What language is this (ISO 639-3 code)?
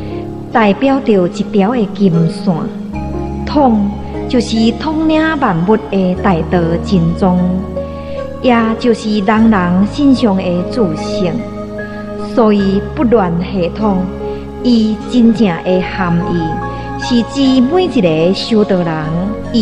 nan